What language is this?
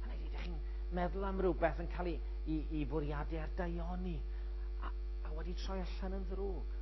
Welsh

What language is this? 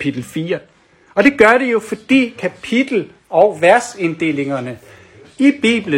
Danish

